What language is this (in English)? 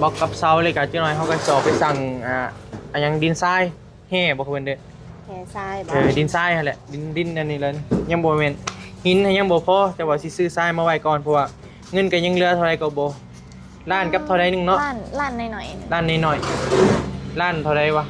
Northeastern Thai